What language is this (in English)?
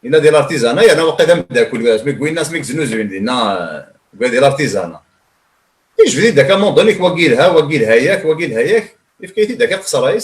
Kabyle